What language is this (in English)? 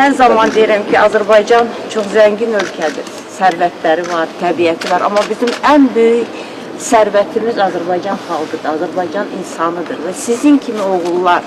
Azerbaijani